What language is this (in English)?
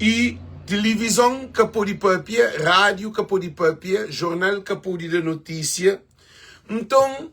Kabuverdianu